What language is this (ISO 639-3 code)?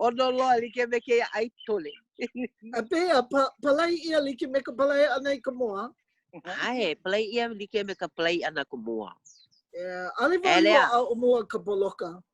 haw